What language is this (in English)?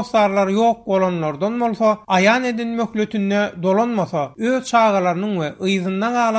Turkmen